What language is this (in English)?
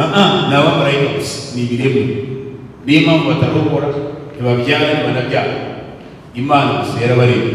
Kinyarwanda